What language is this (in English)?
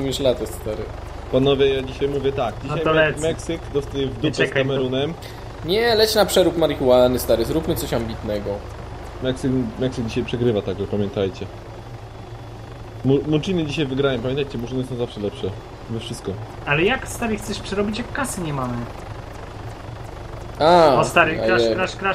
Polish